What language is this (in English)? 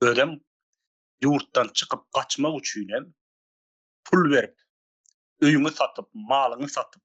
Turkmen